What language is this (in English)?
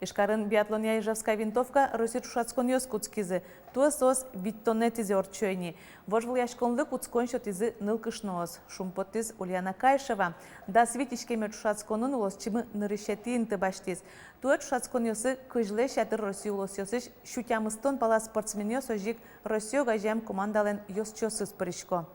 Udmurt